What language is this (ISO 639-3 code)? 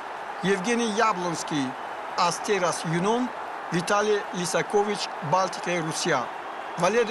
tgk